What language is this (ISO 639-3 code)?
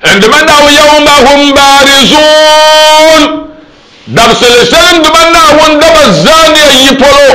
dag